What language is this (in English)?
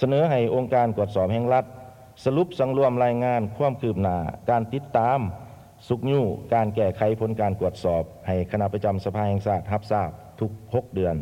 Lao